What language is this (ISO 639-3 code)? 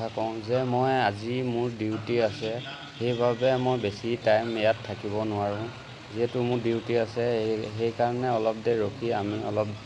asm